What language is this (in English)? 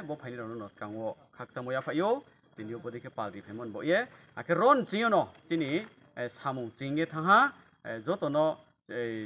Riang (India)